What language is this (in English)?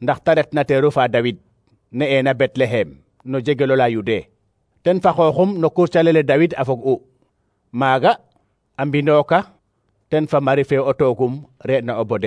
Serer